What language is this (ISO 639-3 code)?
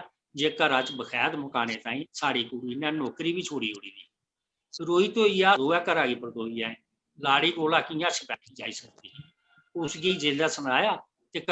doi